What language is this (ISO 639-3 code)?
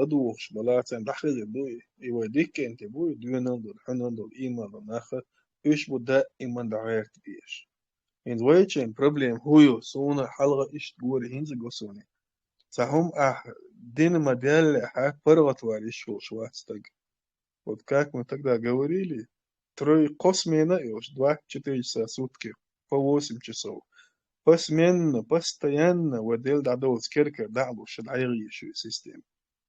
che